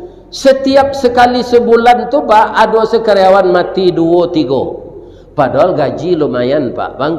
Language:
Minangkabau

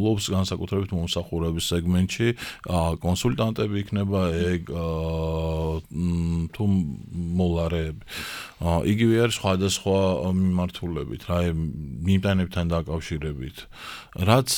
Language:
Georgian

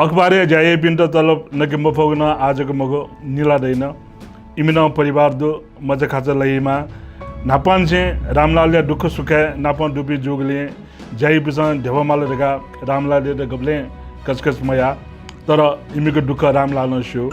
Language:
Newari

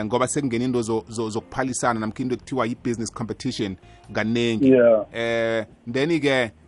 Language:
South Ndebele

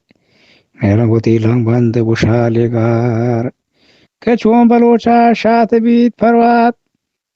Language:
Eastern Balochi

